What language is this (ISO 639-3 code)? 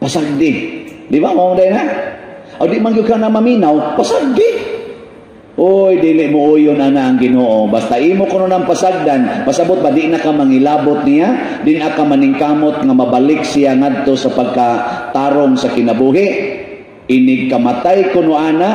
ceb